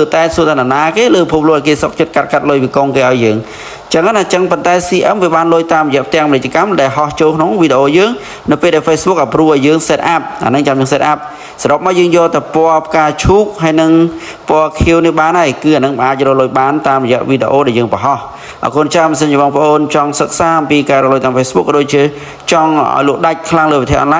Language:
Khmer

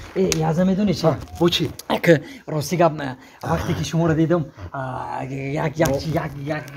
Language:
Tajik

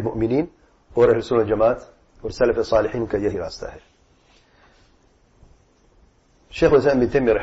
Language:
Urdu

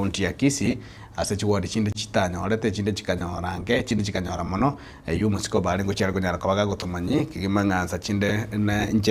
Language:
Gusii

